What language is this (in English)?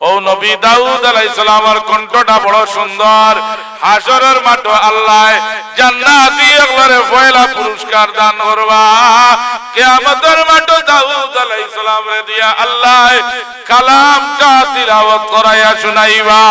Sylheti